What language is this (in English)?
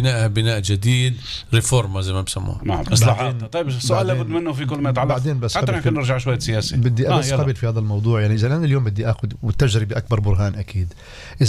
North Levantine Arabic